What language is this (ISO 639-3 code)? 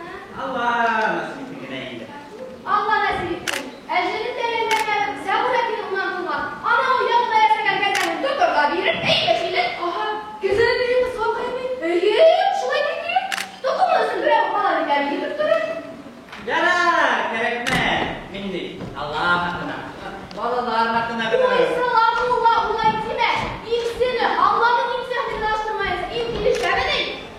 bak